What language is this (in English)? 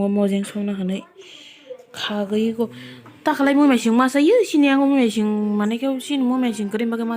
Kok Borok